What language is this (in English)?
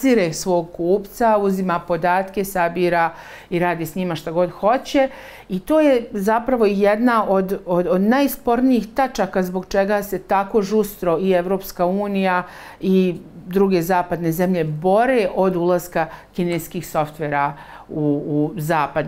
Bosnian